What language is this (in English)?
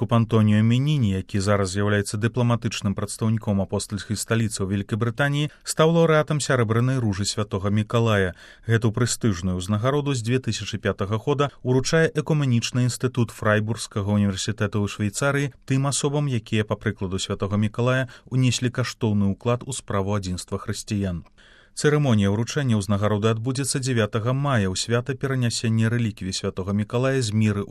Belarusian